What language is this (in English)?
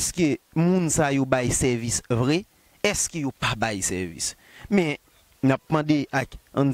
Haitian Creole